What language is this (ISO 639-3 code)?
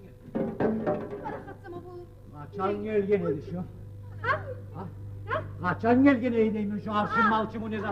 kum